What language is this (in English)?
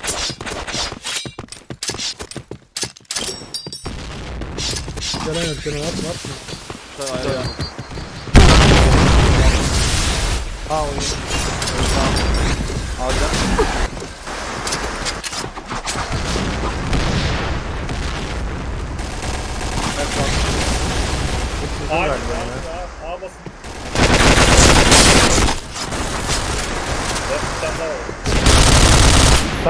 Turkish